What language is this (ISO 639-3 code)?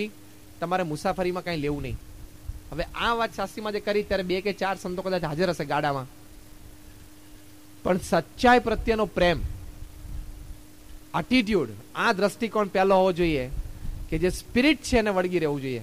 guj